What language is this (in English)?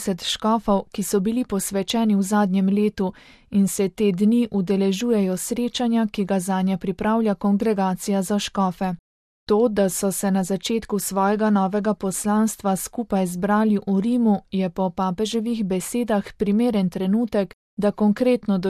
Slovenian